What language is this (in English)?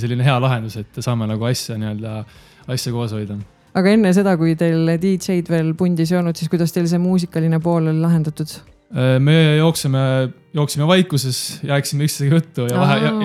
Estonian